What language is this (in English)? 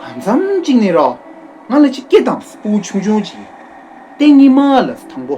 Tibetan